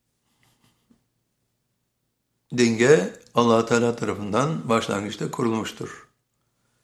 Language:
Turkish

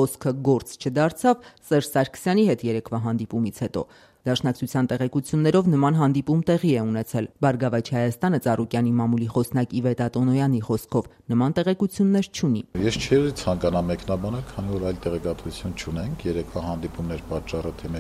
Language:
Armenian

